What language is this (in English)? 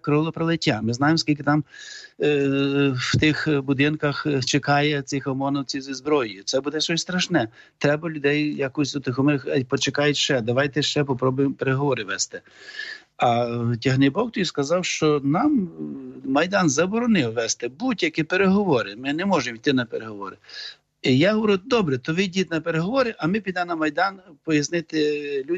Ukrainian